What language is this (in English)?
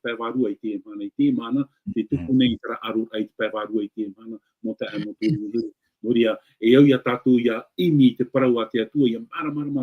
Tahitian